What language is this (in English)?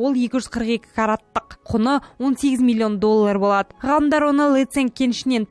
Kazakh